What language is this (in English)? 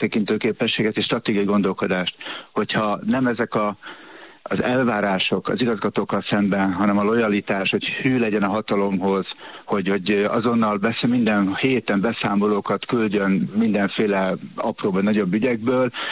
Hungarian